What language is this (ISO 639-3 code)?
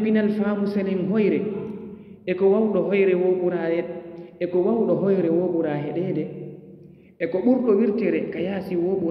ful